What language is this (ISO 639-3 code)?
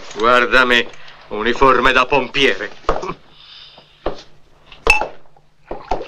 ita